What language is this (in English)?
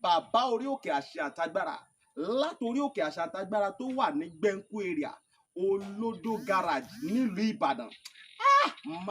Yoruba